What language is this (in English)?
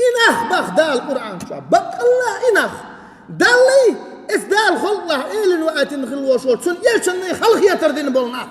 Chechen